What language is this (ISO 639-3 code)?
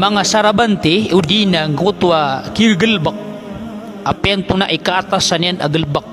mrw